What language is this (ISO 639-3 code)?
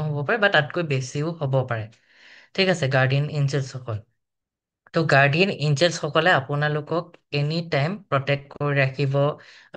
asm